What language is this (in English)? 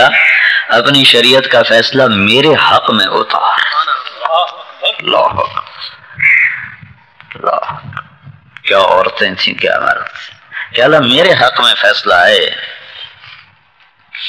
Urdu